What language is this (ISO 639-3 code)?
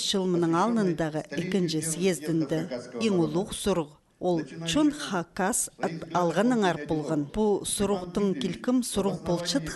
kjh